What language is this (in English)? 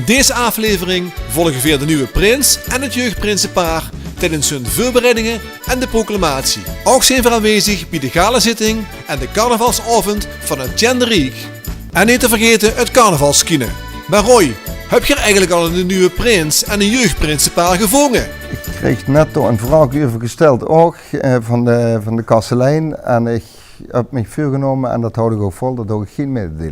Limburgish